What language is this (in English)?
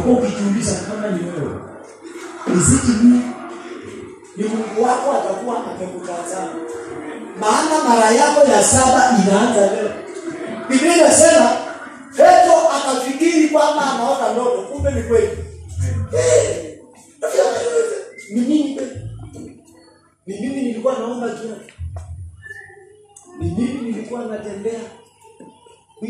Swahili